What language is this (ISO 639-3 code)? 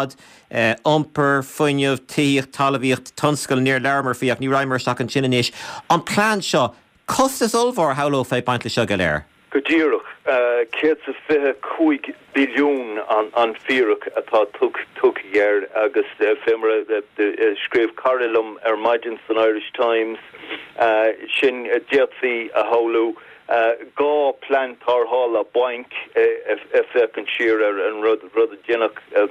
gle